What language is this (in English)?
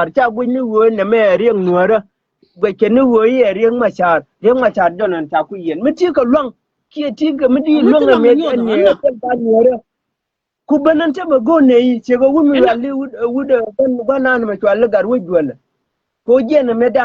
Nuer